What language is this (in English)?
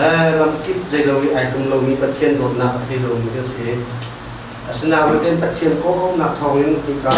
Hakha Chin